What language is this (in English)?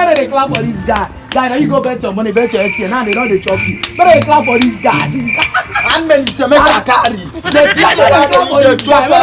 Nigerian Pidgin